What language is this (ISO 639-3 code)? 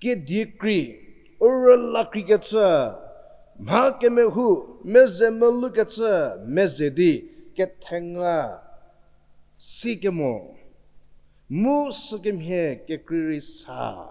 njm